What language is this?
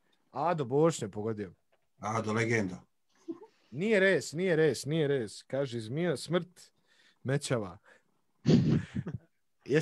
Bosnian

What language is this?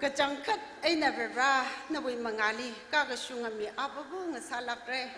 Tangkhul Naga (India)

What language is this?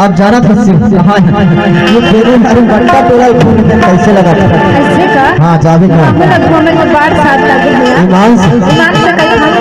Chhattisgarhi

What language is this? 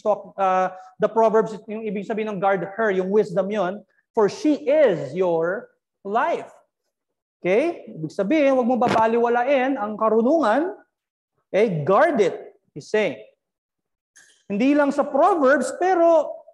Filipino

